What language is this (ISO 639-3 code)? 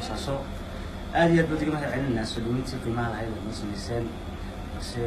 som